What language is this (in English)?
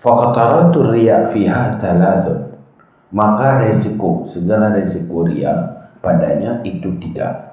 Achinese